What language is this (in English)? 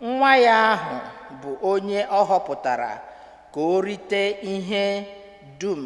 Igbo